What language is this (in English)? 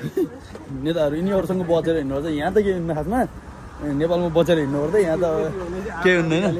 Nepali